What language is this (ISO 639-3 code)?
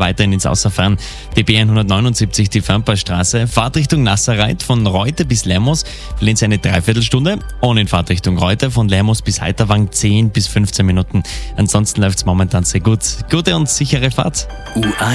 deu